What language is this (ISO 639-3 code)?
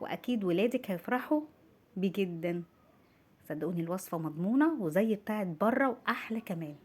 arz